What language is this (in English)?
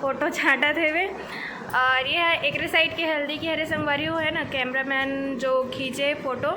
Chhattisgarhi